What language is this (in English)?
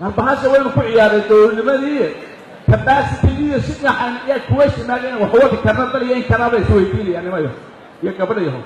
Somali